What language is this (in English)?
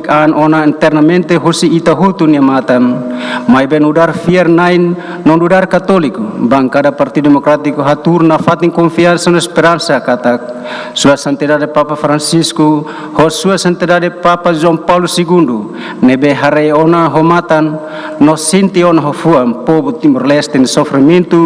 Tetum